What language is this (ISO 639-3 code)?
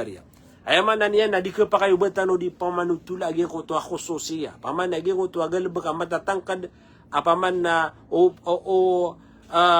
mrw